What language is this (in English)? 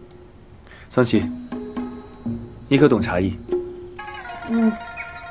Chinese